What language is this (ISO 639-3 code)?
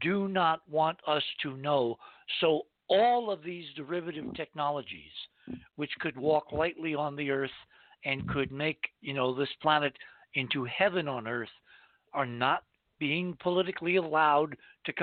eng